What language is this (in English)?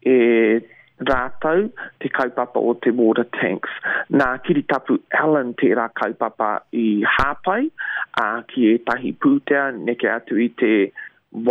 Māori